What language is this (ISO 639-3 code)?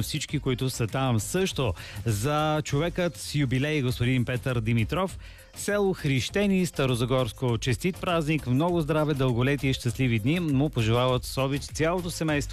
bul